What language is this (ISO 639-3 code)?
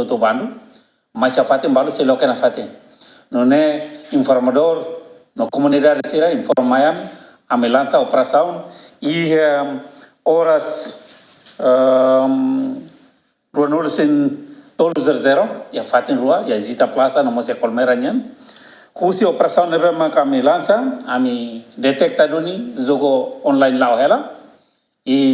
tet